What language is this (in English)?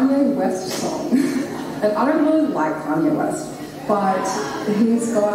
English